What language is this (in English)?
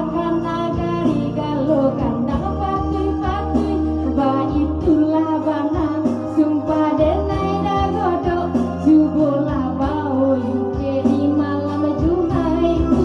Minangkabau